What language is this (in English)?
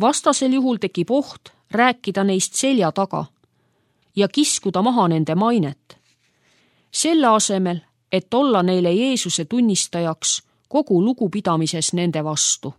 Estonian